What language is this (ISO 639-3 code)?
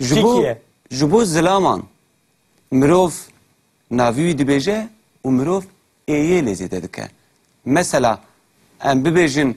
kur